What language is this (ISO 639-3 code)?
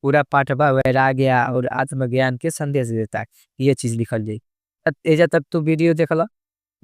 bho